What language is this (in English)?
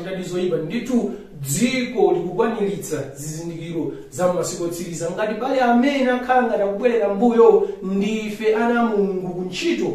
Nyanja